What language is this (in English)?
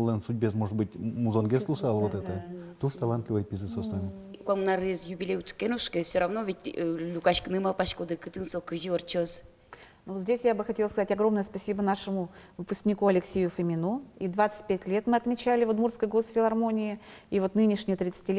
Udmurt